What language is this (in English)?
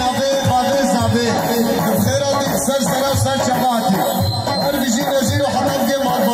Kurdish